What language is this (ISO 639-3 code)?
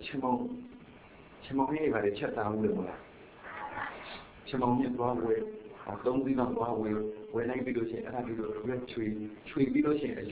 mya